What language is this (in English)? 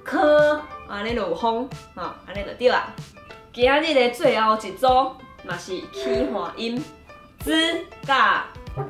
Min Nan Chinese